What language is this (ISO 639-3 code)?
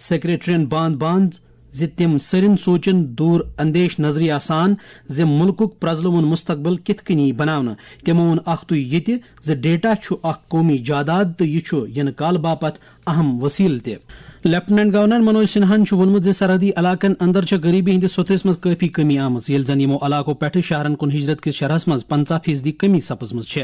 kas